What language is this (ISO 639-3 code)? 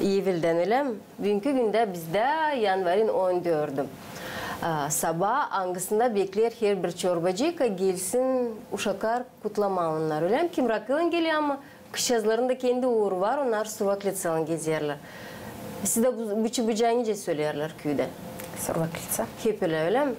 gag